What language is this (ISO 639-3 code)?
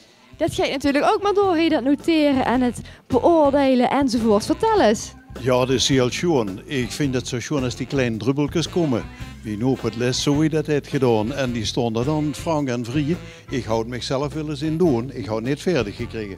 lim